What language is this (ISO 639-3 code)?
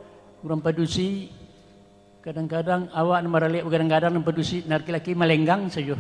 min